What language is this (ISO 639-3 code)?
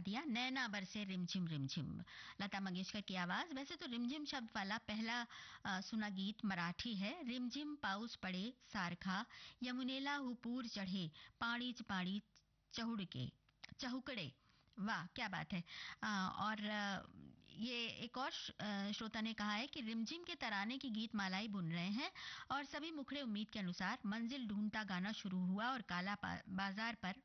hin